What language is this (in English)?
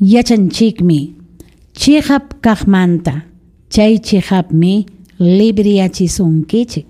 Ayacucho Quechua